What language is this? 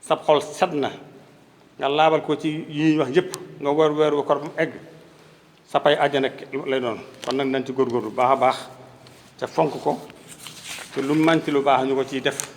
Wolof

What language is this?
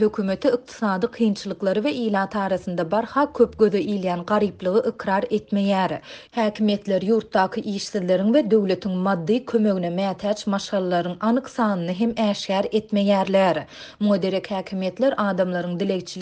Turkmen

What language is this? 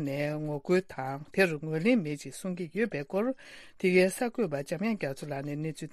Tibetan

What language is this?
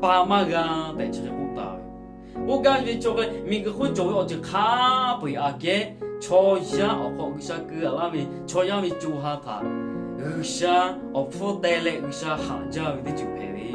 Lahu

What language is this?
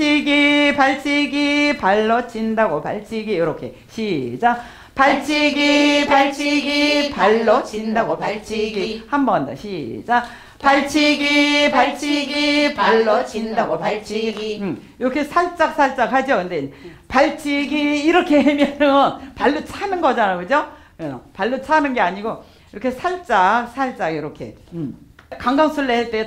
Korean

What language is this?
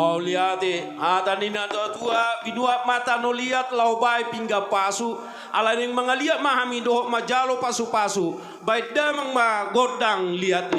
Batak Toba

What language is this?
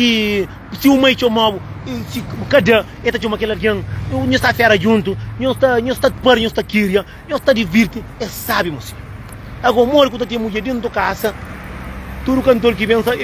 Kabuverdianu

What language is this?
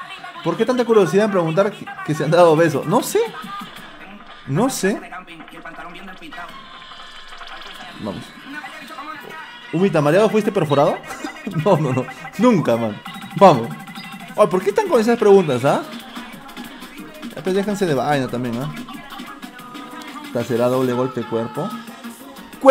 Spanish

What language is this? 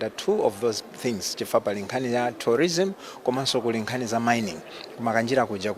Nyanja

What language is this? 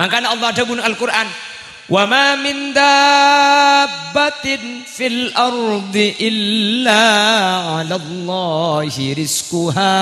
Madurese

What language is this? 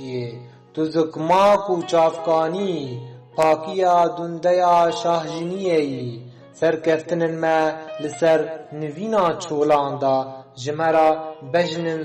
Kurdish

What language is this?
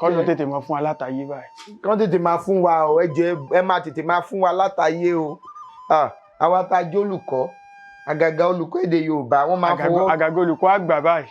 Yoruba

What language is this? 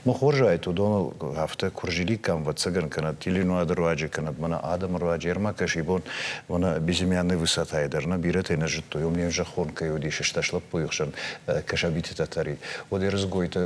Ossetic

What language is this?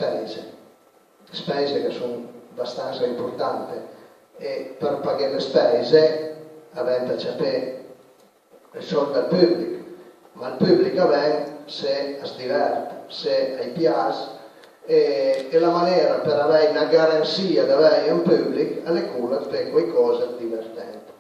Piedmontese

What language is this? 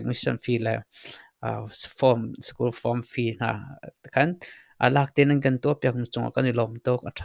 Hakha Chin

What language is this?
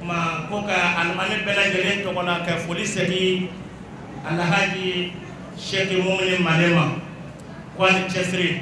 Bambara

